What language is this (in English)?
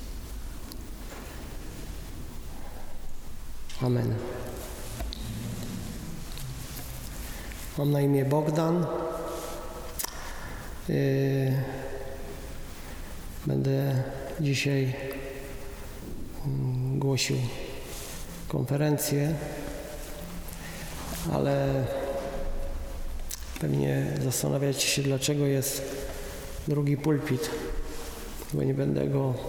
Polish